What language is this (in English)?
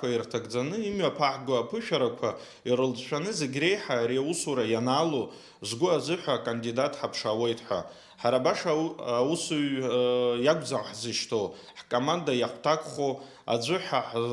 Abkhazian